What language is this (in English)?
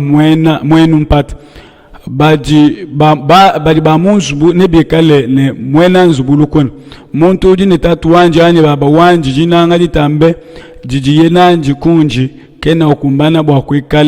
Luba-Lulua